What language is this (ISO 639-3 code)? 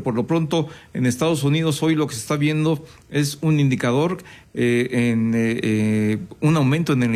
spa